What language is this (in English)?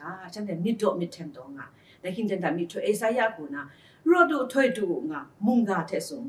Kachin